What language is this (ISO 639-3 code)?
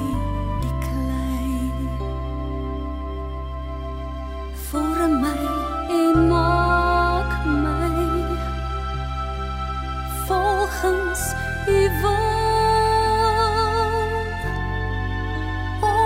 afr